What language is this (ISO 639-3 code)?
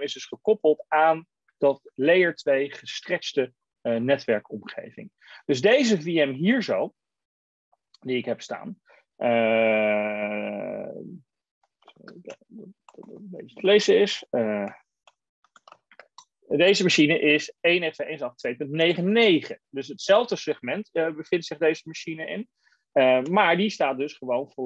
nld